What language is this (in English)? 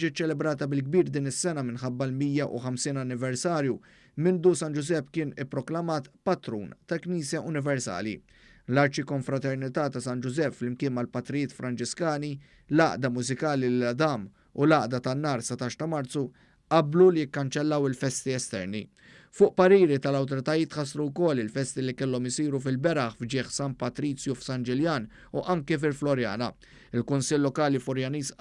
Maltese